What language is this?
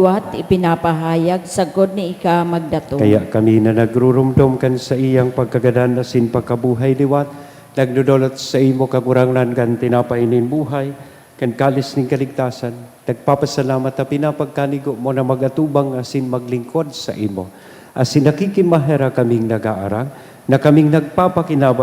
Bikol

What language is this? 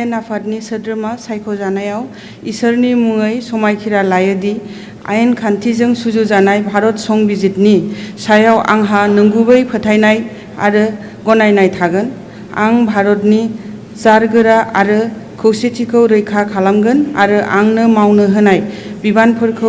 Bodo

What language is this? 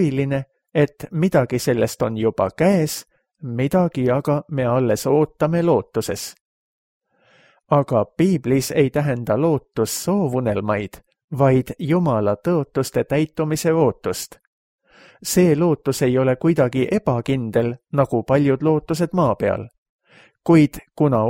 Estonian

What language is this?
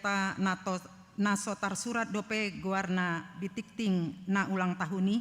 Batak Toba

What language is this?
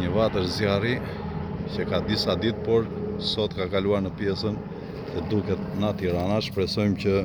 Albanian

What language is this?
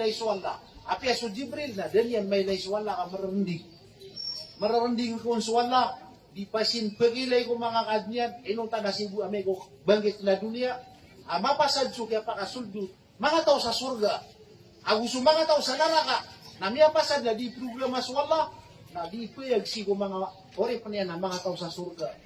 Maranao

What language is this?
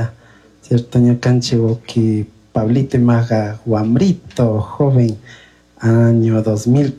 Chimborazo Highland Quichua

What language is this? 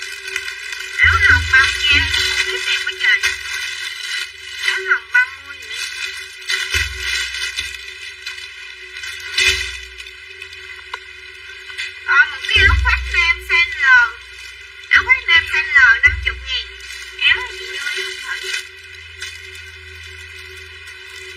Vietnamese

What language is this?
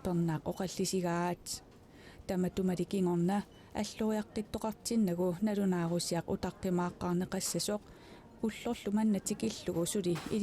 Kalaallisut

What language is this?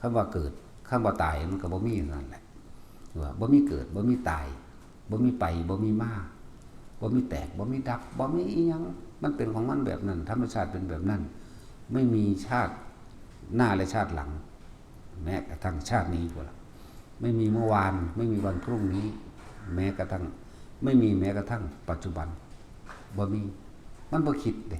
Northeastern Thai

